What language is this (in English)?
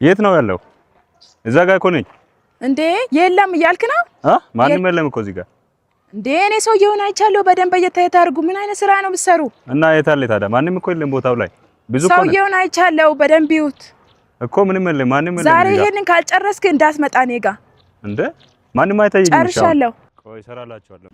Amharic